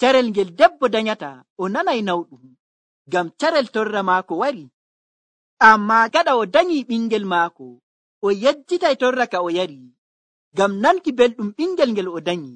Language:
Nigerian Fulfulde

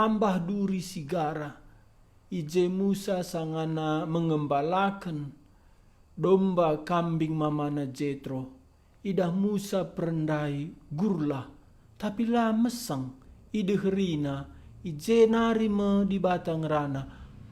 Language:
Batak Karo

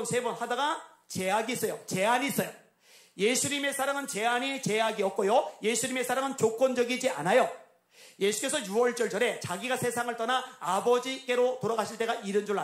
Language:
Korean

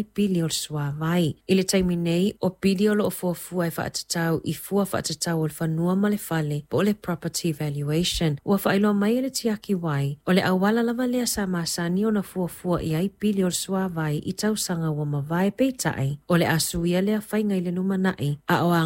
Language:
Samoan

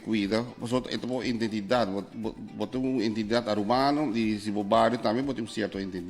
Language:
Papiamento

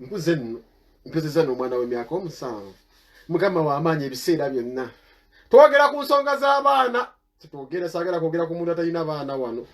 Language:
Ganda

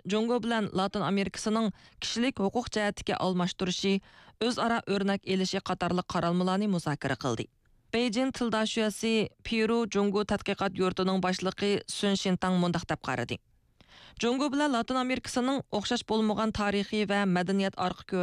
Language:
Uyghur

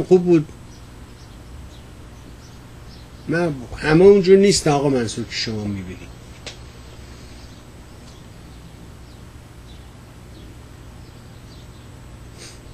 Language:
Persian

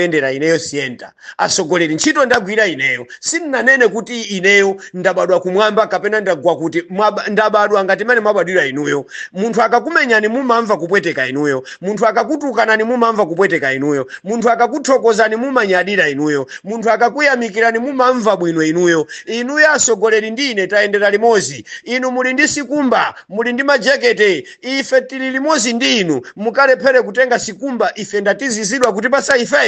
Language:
Nyanja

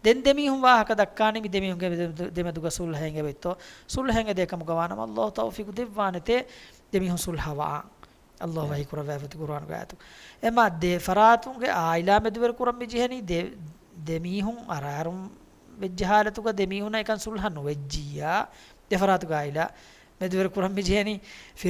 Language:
Divehi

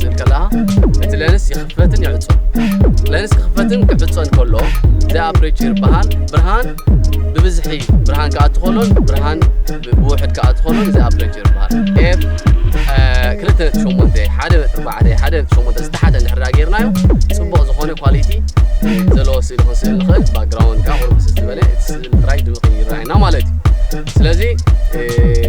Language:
Tigrinya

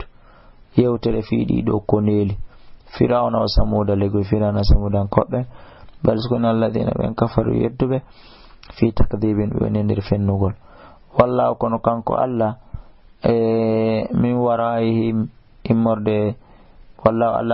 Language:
Fula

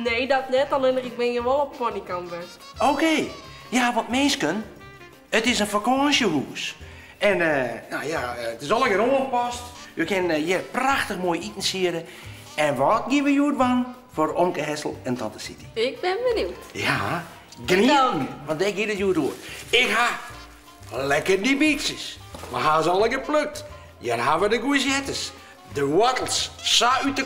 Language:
Western Frisian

